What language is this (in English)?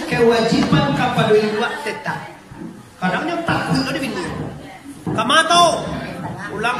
Minangkabau